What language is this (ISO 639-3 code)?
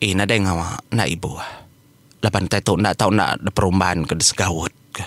iba